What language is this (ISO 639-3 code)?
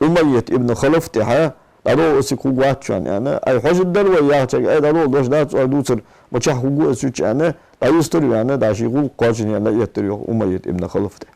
inh